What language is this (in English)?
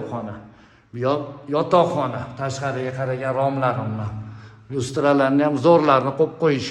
Uzbek